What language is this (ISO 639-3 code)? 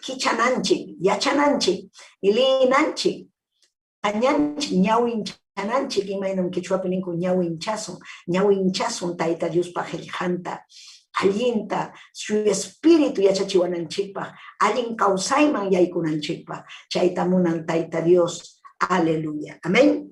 quy